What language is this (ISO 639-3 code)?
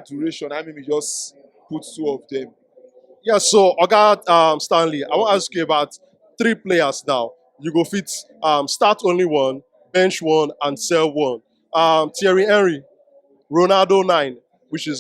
pcm